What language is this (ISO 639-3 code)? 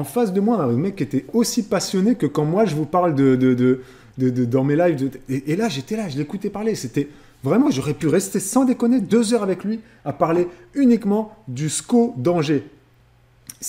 fra